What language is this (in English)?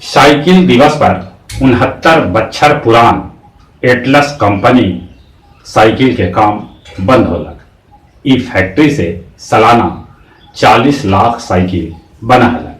Magahi